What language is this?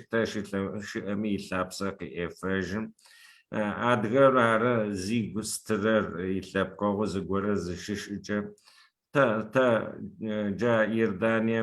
Adyghe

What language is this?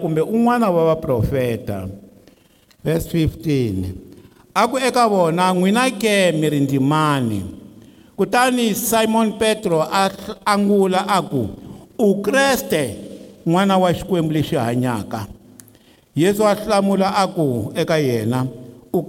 Tsonga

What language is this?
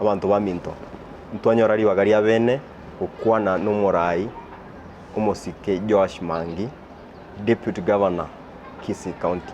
Gusii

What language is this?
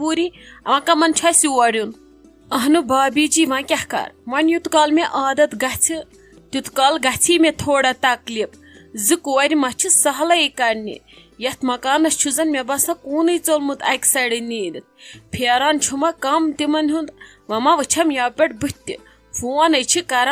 Kashmiri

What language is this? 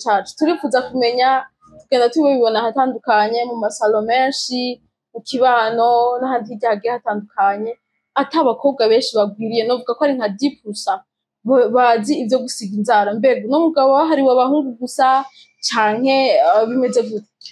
Rundi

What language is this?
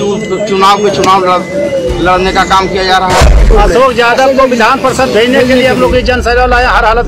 Hindi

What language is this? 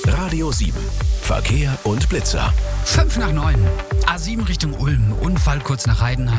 German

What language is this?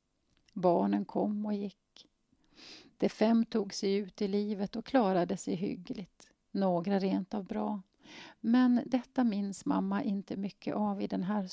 Swedish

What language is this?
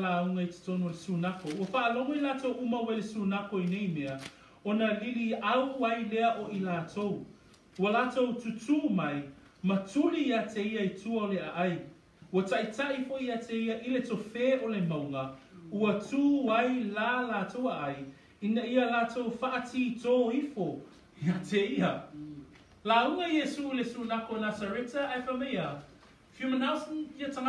Samoan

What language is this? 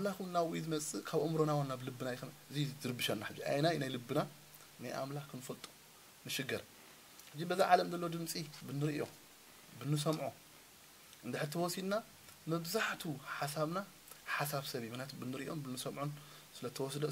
Tigrinya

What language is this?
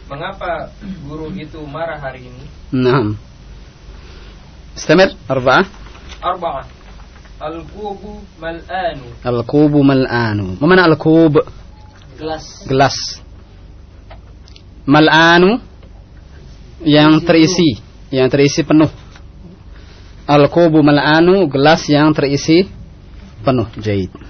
Indonesian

